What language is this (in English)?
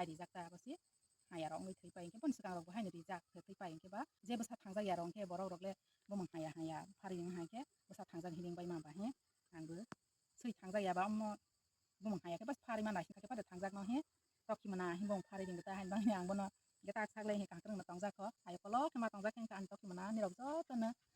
Kok Borok